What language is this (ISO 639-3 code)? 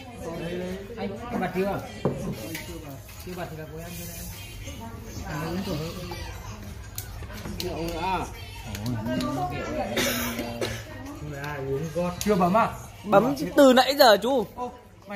vie